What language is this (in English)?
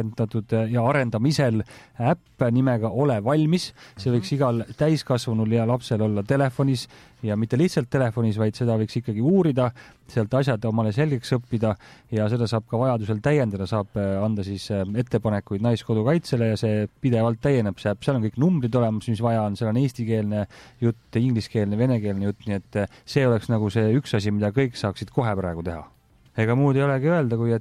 Estonian